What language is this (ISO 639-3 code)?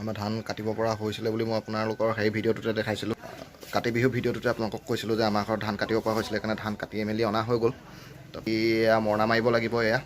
asm